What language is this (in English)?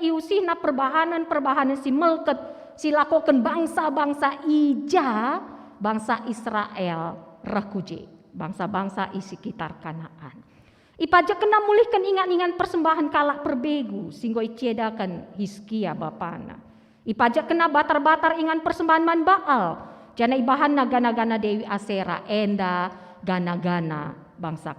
Batak Karo